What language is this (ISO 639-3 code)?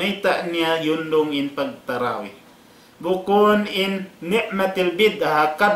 tsg